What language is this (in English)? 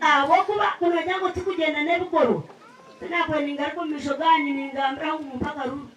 Nyankole